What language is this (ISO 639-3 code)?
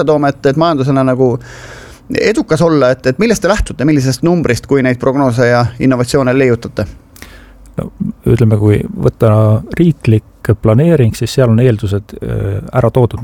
est